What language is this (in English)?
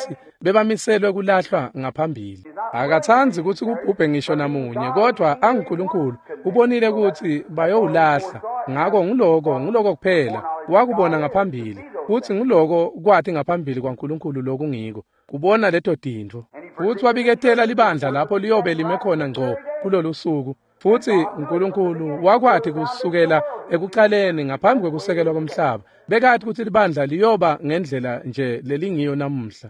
Swati